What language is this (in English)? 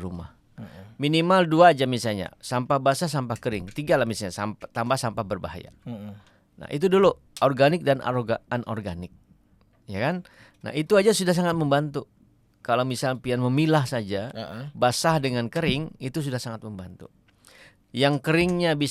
Banjar